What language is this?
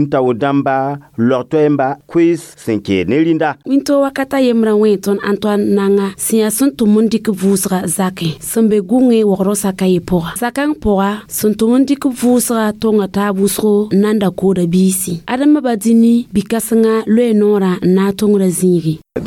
Mossi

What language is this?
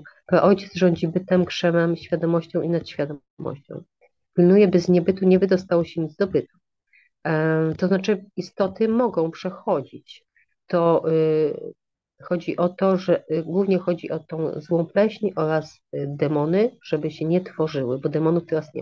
Polish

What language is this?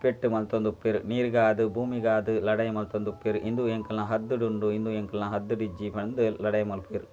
Tulu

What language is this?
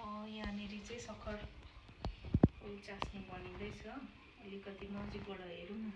Nepali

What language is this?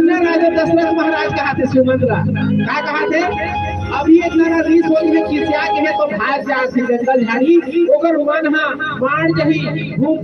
Chhattisgarhi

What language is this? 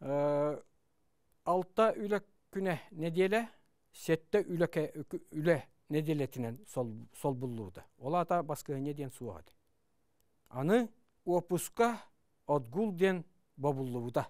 Yakut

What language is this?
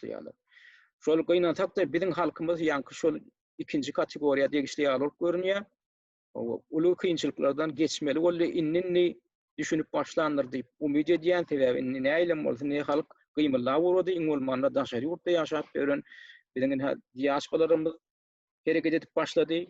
Turkmen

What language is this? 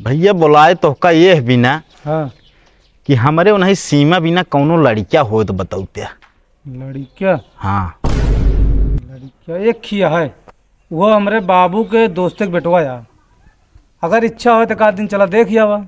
Awadhi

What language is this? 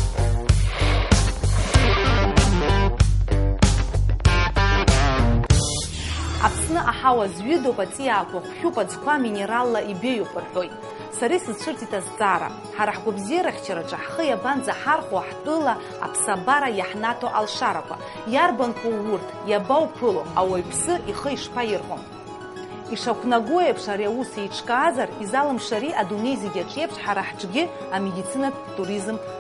Abkhazian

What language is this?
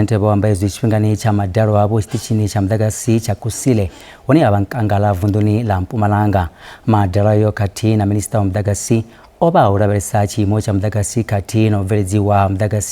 Venda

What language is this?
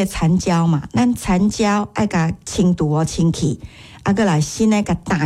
Min Nan Chinese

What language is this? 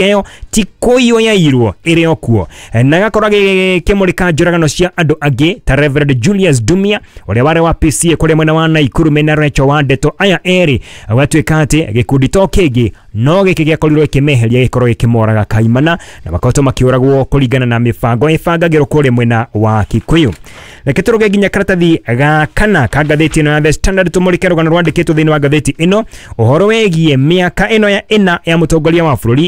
Kikuyu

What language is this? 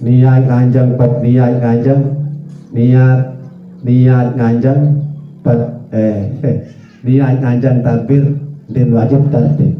Sasak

